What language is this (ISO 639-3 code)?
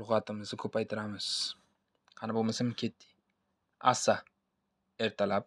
uzb